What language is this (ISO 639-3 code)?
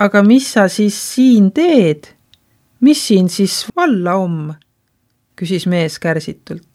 est